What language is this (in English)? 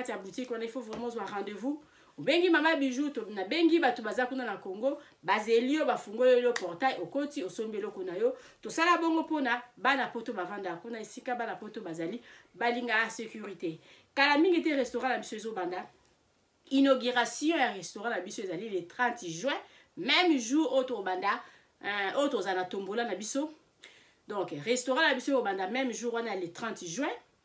Lingala